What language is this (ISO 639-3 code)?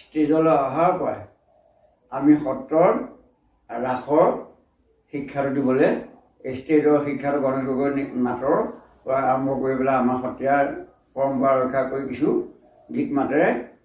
asm